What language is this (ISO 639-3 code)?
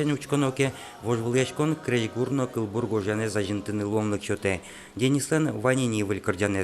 udm